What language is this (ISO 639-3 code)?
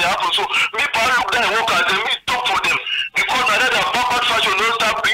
wes